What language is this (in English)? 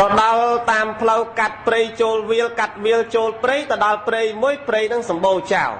Khmer